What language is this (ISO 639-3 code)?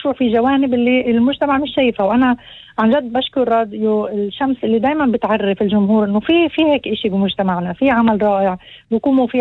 apc